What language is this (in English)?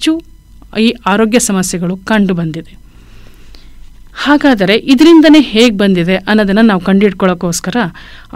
Kannada